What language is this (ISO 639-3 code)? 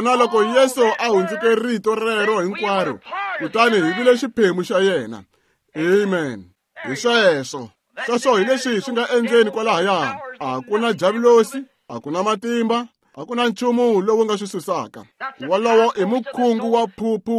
tso